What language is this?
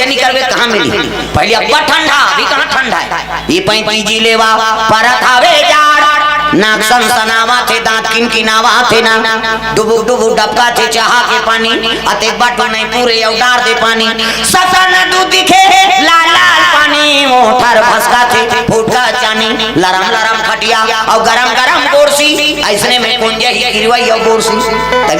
Chhattisgarhi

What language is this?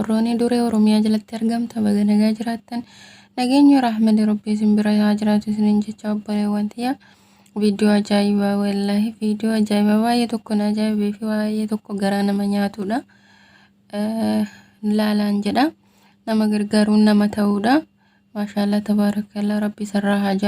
Oromo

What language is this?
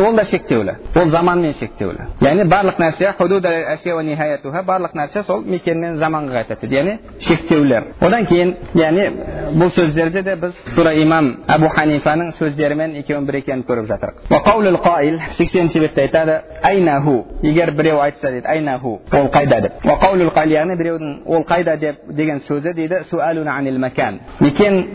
Kazakh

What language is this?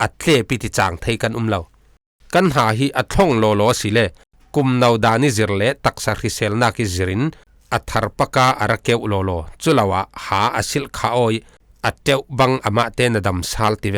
Falam Chin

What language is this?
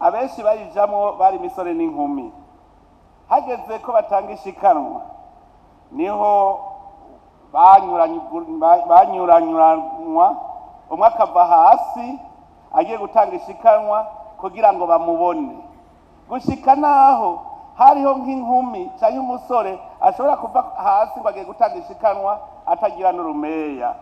Rundi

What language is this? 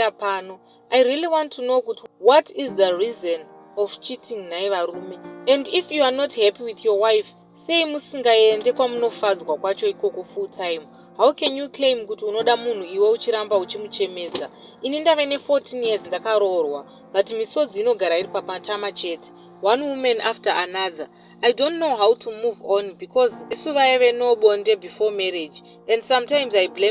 Shona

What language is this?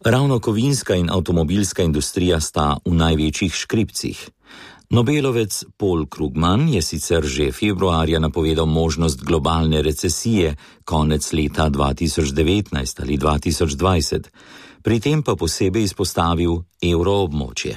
Slovenian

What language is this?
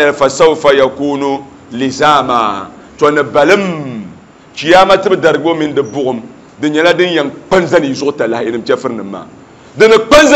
Dagbani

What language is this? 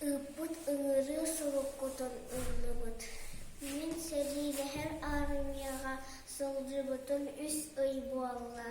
Yakut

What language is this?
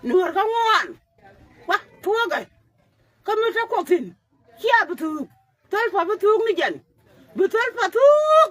Nuer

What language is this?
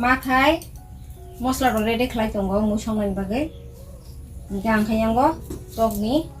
Kok Borok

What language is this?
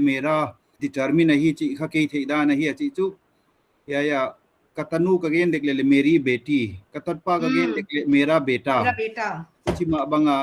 Paite Chin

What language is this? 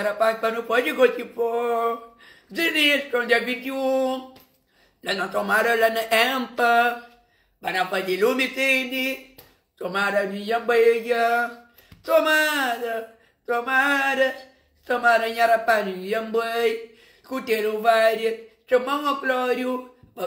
Kabuverdianu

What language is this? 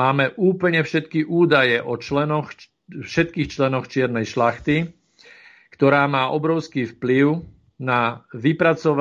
Slovak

